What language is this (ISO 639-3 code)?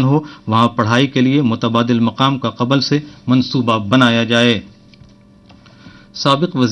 urd